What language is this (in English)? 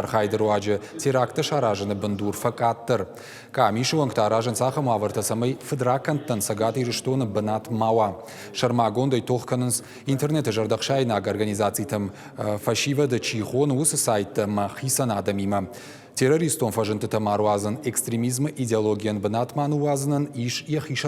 Ossetic